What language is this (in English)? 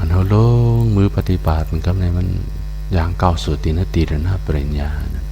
Shan